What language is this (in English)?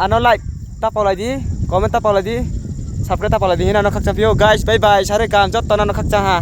Riang (India)